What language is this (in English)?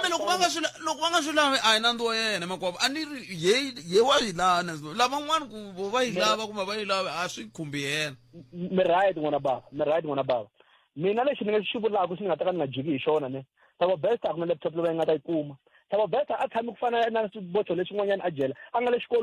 Tsonga